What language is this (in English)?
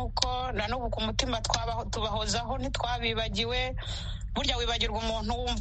Kinyarwanda